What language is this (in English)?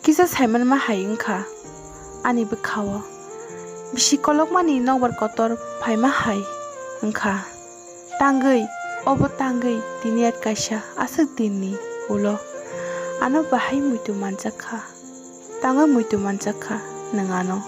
Kok Borok